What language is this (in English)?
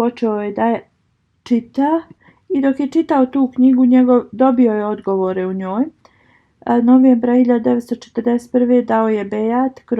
Bosnian